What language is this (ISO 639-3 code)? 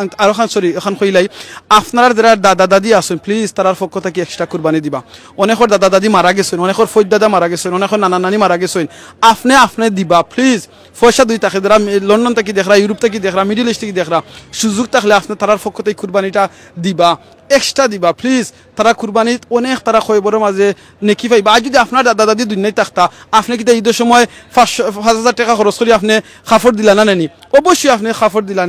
syl